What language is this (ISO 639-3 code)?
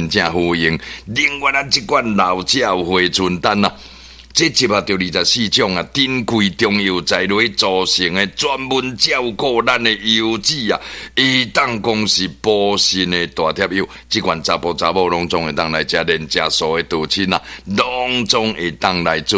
nan